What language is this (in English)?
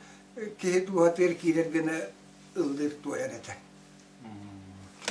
Yakut